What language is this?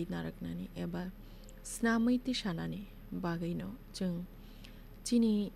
Kok Borok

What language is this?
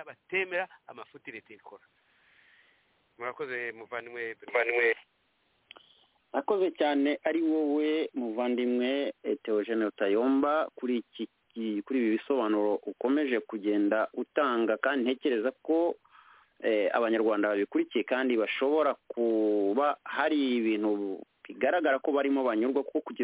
Kinyarwanda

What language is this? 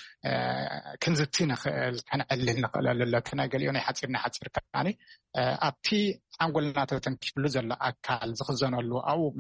Tigrinya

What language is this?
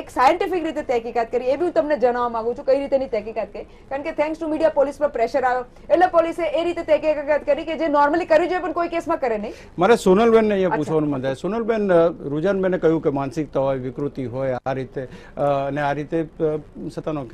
Gujarati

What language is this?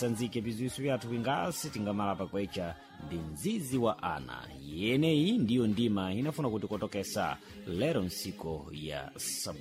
Sena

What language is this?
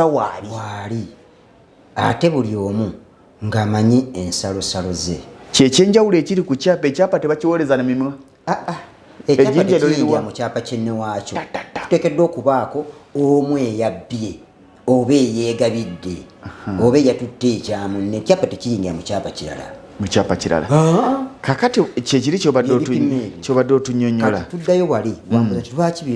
Ganda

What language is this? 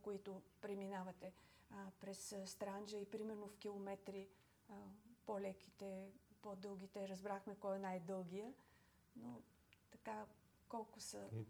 Bulgarian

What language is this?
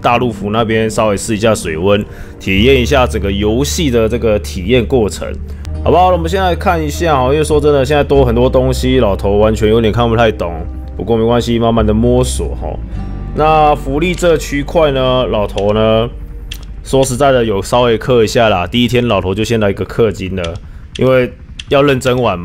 Chinese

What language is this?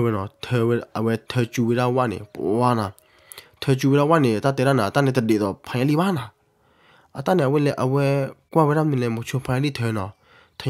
S'gaw Karen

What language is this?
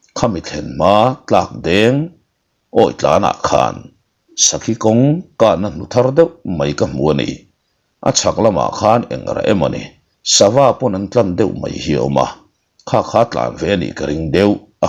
Mizo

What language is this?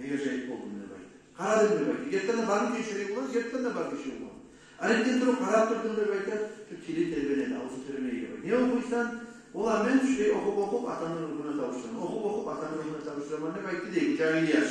Kumyk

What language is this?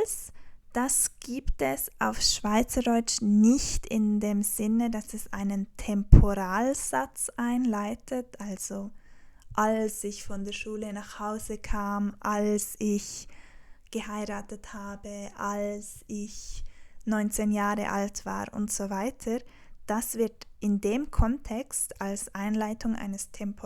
Swiss German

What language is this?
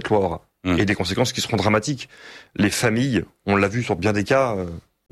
French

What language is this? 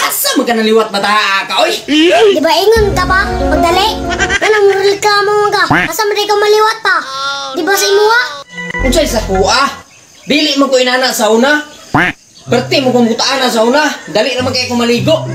Cebuano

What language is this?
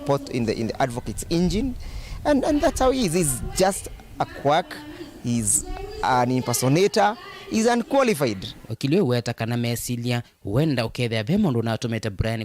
Kamba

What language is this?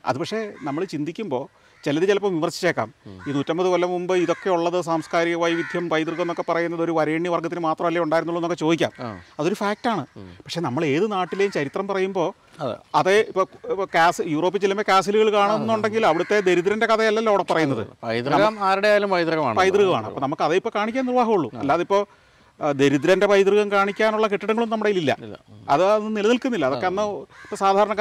Malayalam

